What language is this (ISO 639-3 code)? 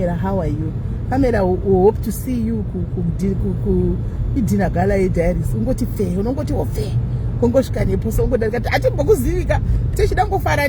sna